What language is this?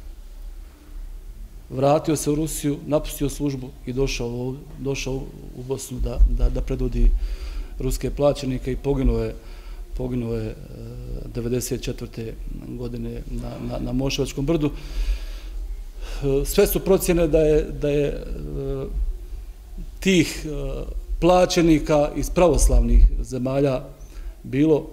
Bosnian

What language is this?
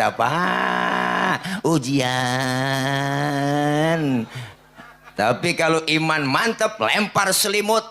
Betawi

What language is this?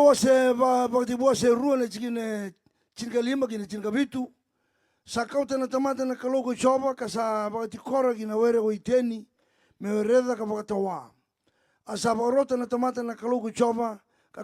Fijian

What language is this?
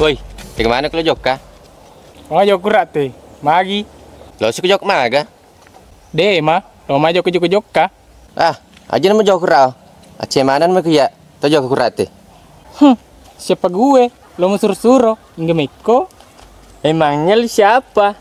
Buginese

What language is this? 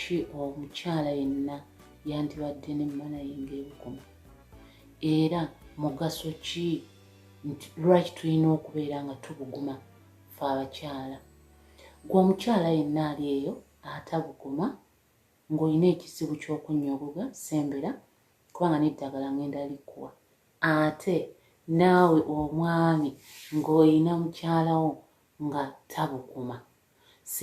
Ganda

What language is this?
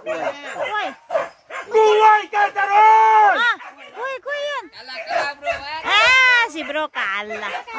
Minangkabau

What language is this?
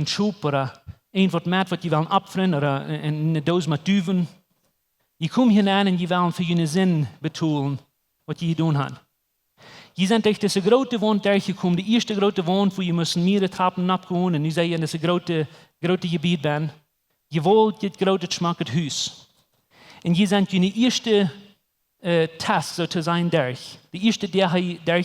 Plautdietsch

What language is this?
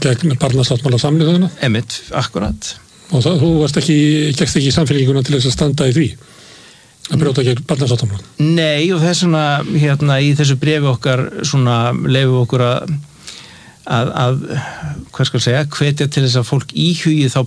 Icelandic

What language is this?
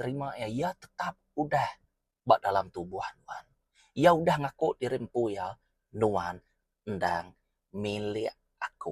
Iban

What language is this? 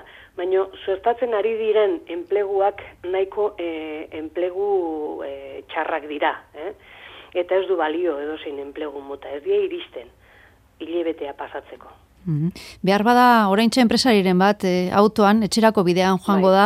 Basque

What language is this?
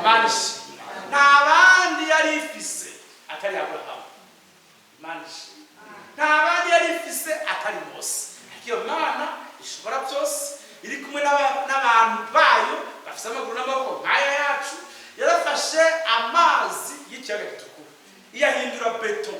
Rundi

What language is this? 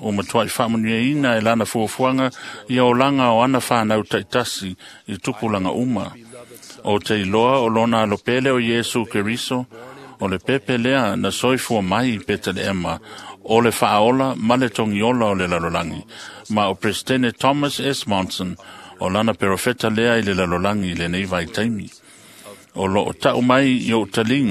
Samoan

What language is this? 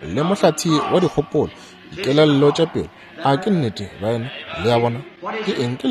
Northern Sotho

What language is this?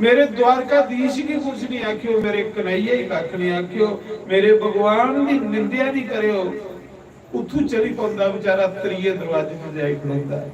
Dogri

